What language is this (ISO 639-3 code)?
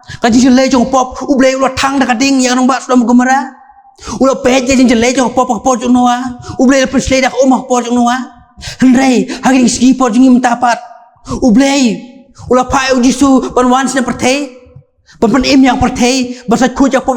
kha